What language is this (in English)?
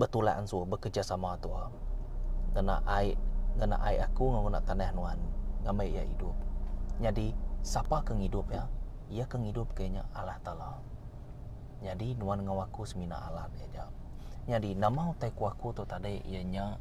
Iban